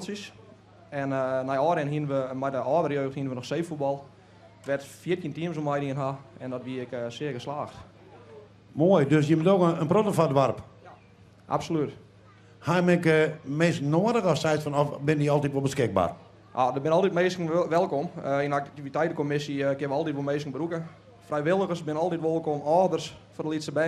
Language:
Western Frisian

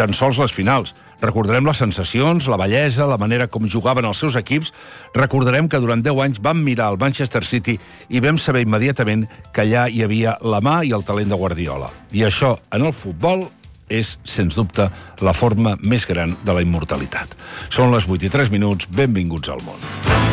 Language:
Catalan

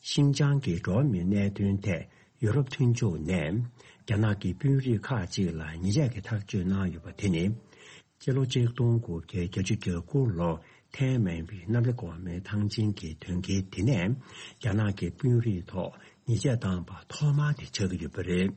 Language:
Tibetan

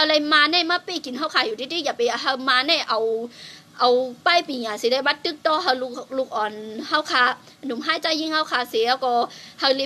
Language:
Shan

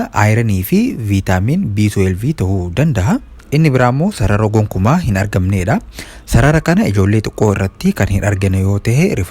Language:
Oromo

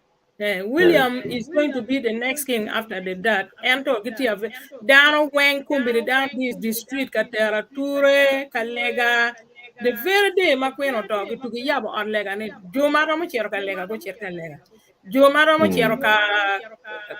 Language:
Acoli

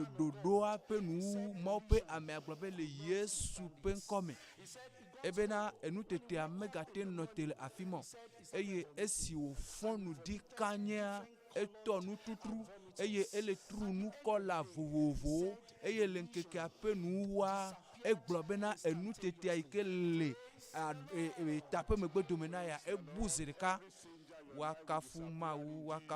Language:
Ewe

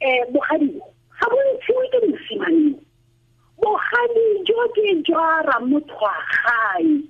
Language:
Tswana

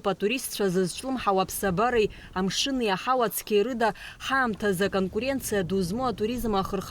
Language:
Abkhazian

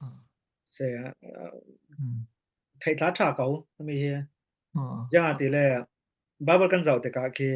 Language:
Falam Chin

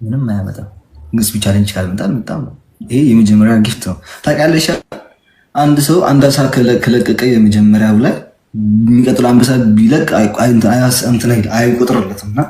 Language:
Amharic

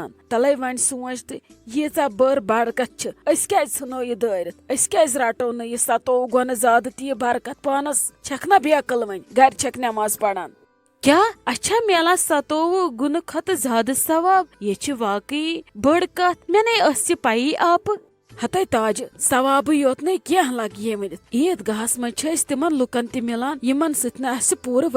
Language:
Kashmiri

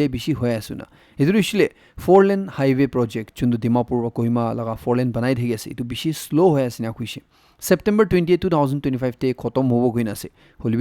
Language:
Naga Pidgin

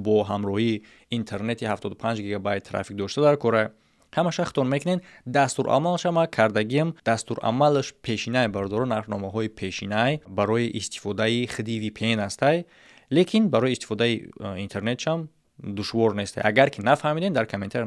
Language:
Tajik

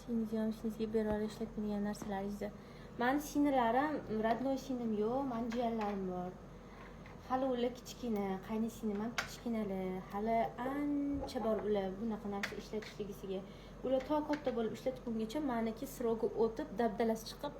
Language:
Uzbek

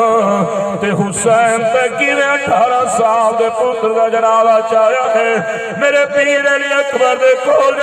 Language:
Saraiki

